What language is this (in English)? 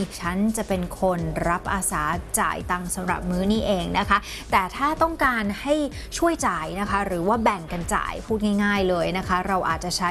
Thai